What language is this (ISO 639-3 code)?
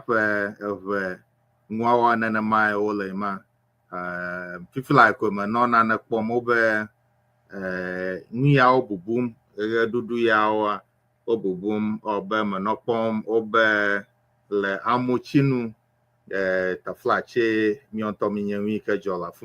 ewe